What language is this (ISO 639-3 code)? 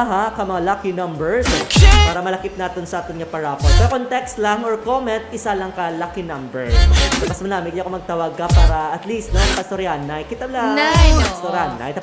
hil